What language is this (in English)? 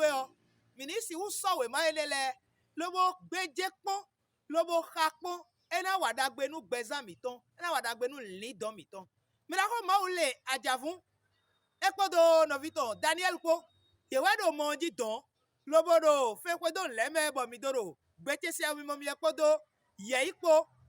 Fon